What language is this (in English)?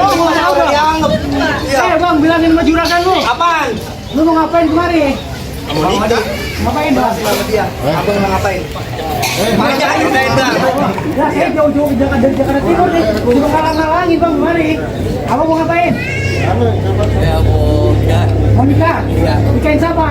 Betawi